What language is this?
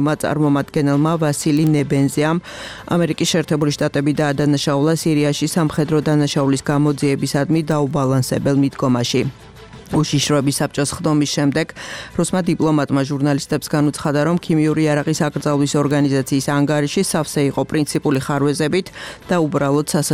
Georgian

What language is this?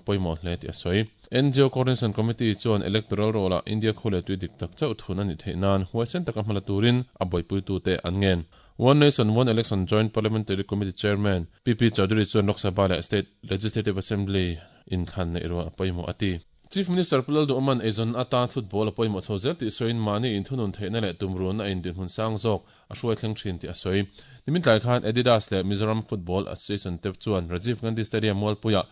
Mizo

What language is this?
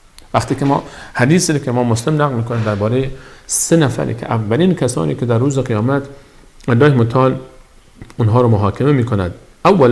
Persian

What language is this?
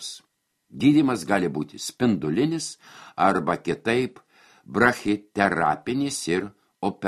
Lithuanian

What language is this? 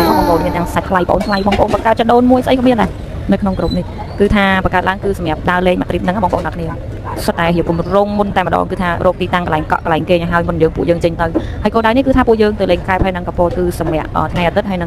Khmer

